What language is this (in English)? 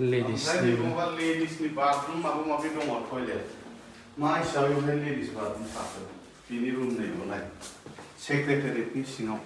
Bodo